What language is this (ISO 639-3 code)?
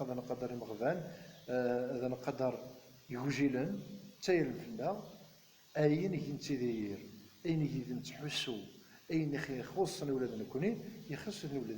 kab